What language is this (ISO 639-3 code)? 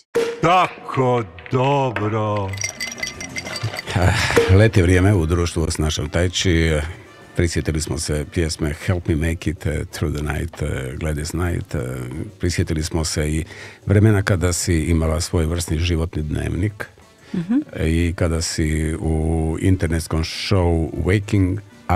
hrv